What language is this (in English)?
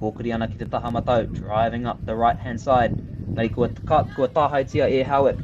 Māori